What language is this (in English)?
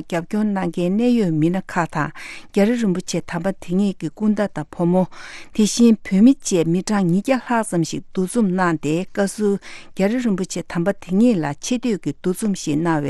Tibetan